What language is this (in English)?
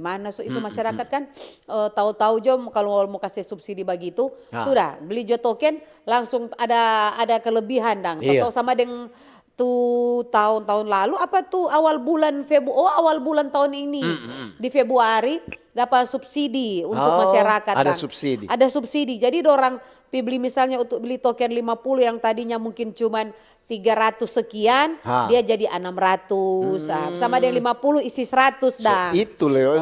Manado Malay